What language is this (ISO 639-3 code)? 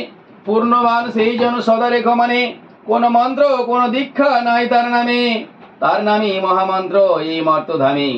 ben